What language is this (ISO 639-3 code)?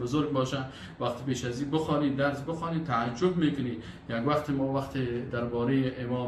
fas